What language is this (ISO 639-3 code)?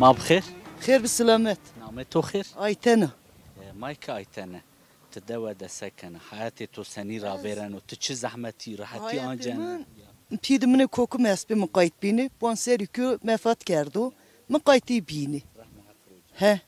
zza